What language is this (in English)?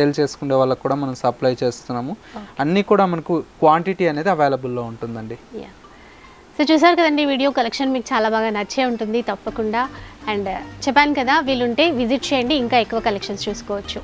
Telugu